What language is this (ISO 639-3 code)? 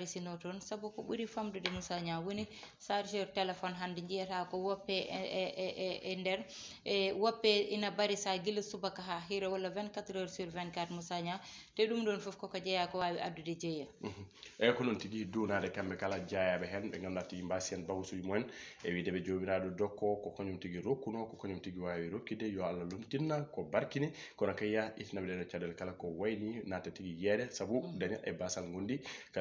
ful